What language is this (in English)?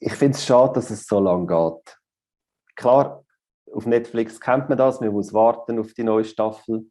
Swiss German